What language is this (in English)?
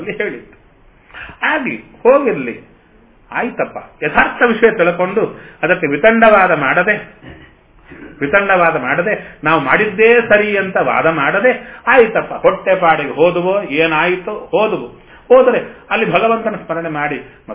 Kannada